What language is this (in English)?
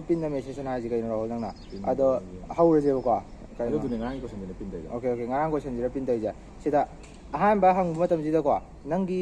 Manipuri